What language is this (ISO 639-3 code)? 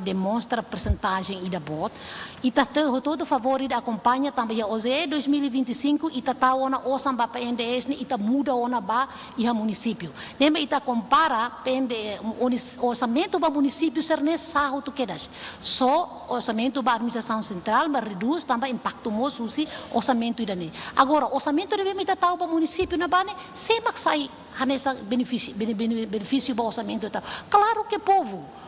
tet